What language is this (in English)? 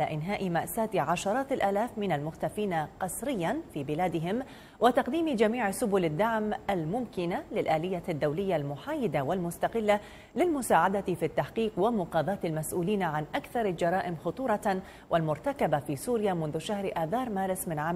Arabic